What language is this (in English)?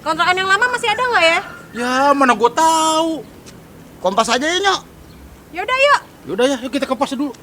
Betawi